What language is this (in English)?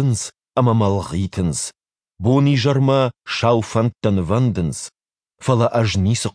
Ossetic